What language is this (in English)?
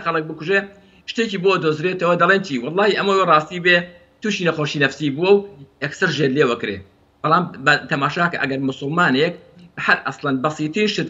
Central Kurdish